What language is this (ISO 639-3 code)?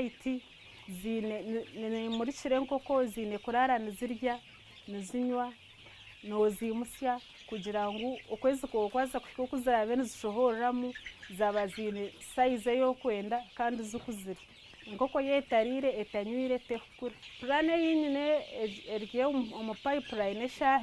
nyn